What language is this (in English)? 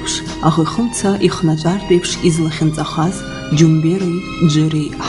Abkhazian